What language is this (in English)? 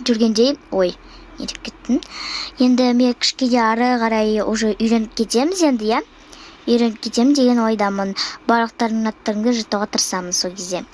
Kazakh